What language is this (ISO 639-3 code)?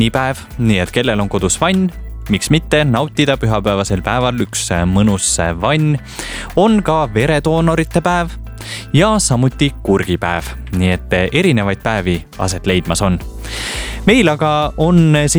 est